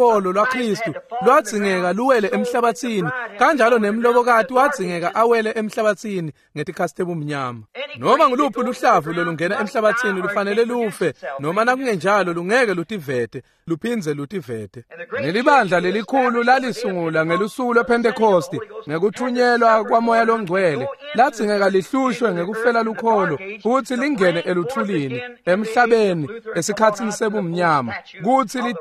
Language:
Swati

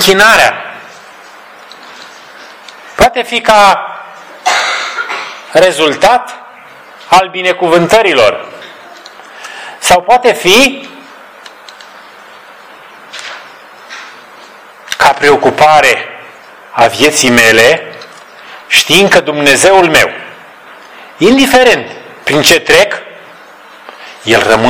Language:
Romanian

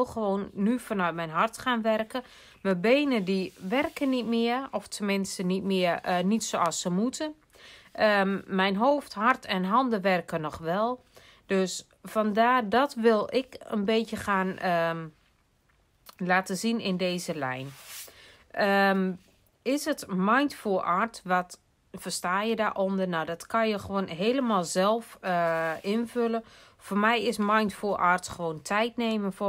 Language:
Dutch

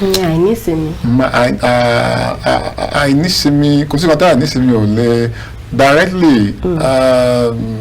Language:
Yoruba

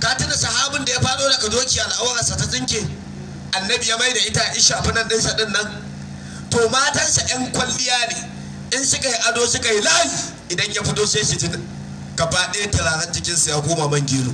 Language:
Hausa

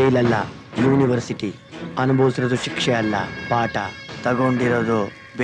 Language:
Kannada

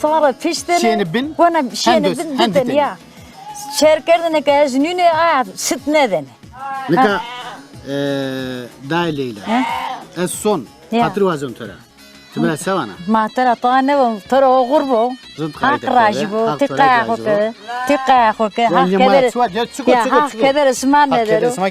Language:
Zaza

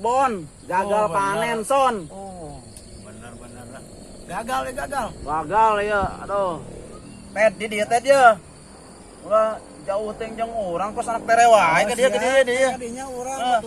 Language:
Sundanese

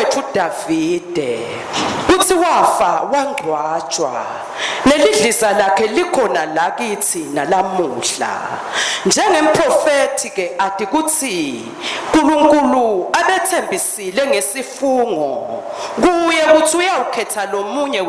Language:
Swati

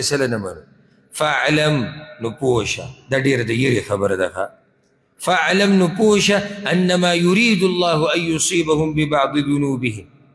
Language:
Pashto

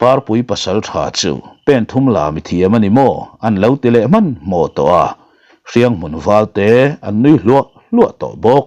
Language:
Mizo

